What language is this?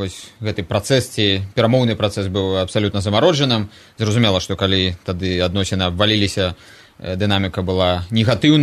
Belarusian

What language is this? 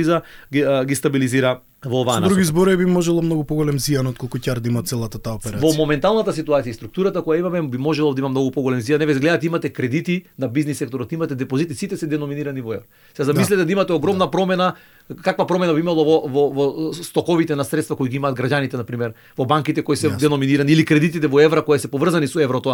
Macedonian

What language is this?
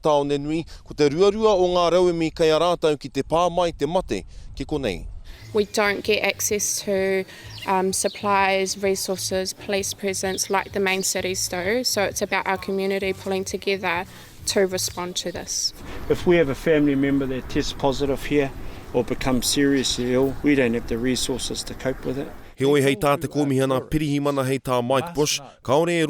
Māori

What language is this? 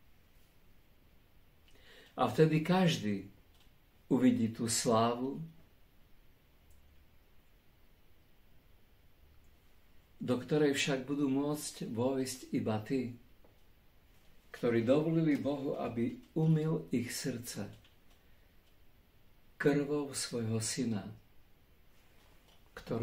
Slovak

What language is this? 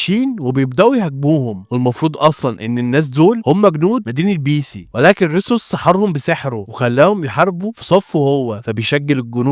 Egyptian Arabic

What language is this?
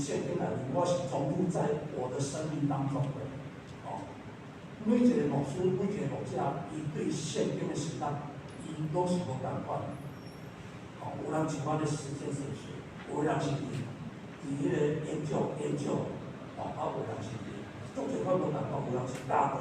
Min Nan Chinese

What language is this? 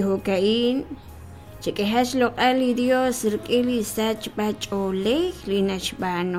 Kekchí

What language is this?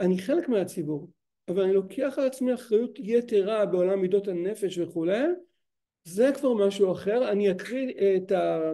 Hebrew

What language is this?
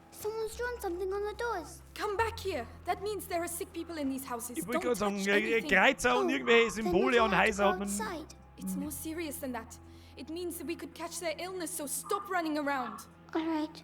Bavarian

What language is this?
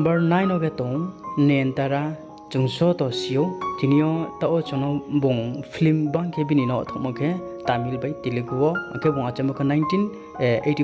Riang (India)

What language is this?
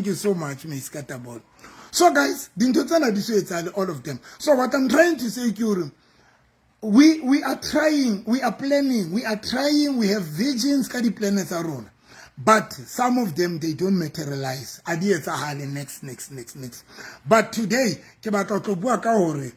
Southern Sotho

